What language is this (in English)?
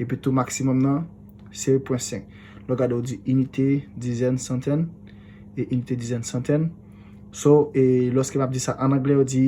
Haitian Creole